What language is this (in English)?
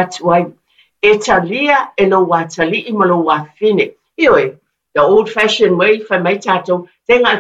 Samoan